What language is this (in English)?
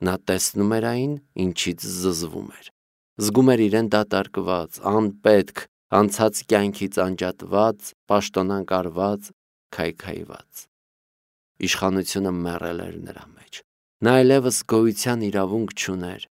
Armenian